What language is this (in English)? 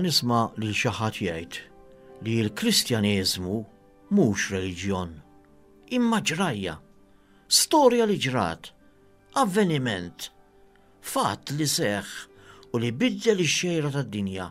Maltese